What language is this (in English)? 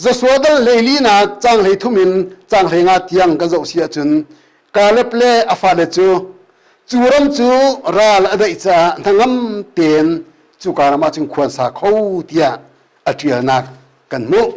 Hakha Chin